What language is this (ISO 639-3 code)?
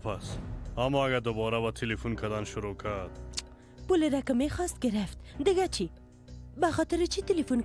fas